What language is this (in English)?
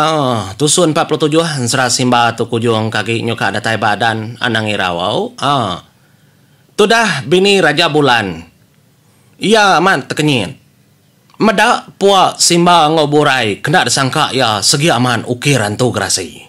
Iban